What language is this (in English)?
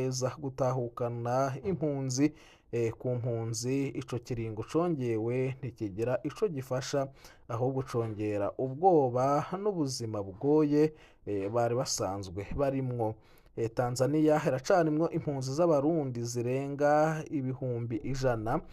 Rundi